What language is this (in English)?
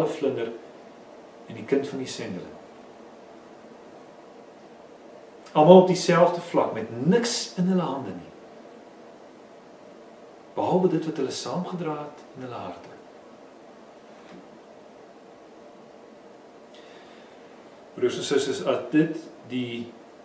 Afrikaans